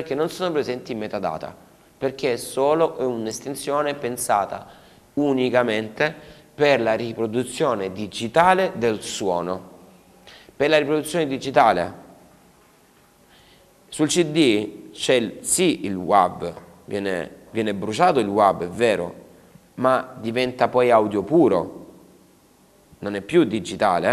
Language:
Italian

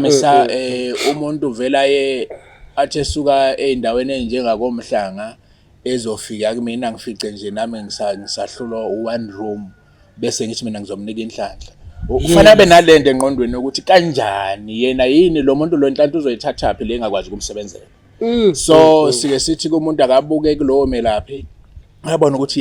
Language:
Zulu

